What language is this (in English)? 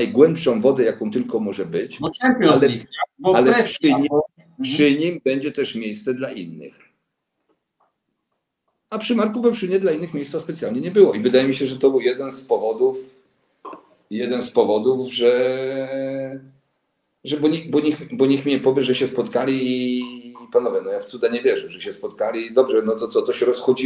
Polish